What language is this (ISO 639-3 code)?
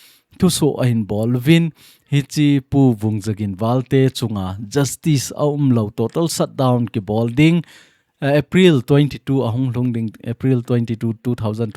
tcz